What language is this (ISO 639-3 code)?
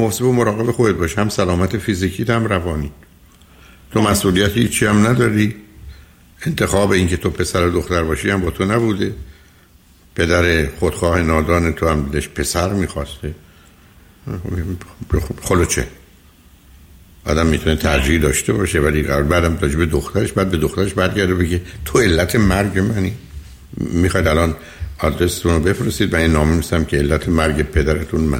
fas